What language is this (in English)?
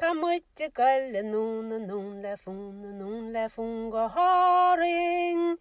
Irish